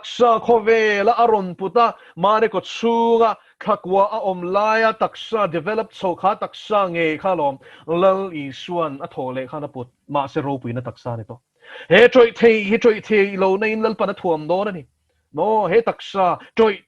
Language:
Mizo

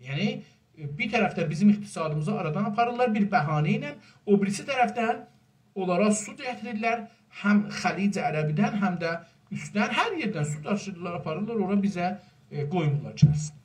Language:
South Azerbaijani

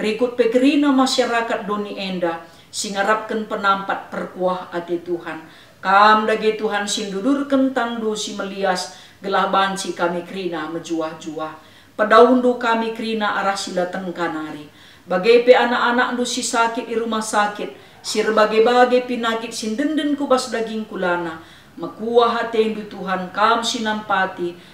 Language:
Batak Karo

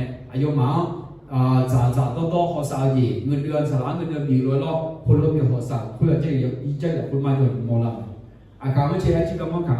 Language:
Akha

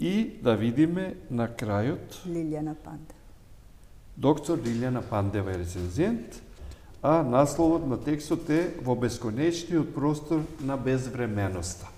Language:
Macedonian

